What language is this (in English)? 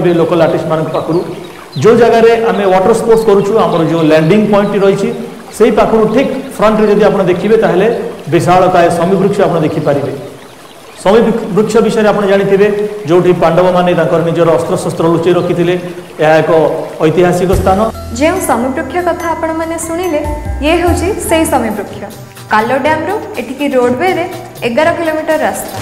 Odia